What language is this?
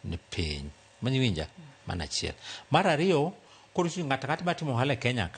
Luo (Kenya and Tanzania)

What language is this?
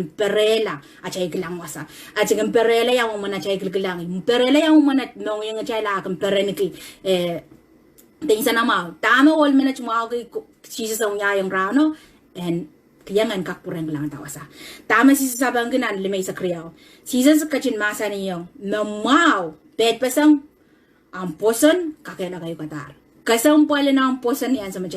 Pohnpeian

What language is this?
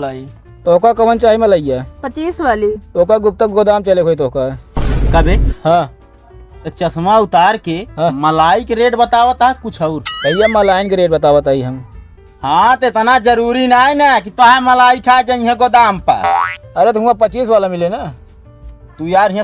Awadhi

